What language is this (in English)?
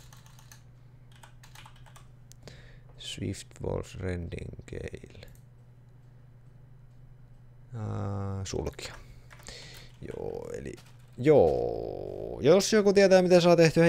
Finnish